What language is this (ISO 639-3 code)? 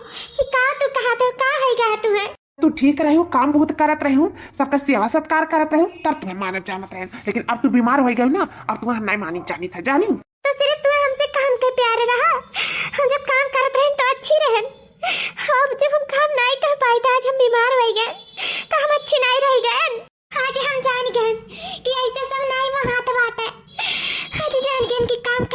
awa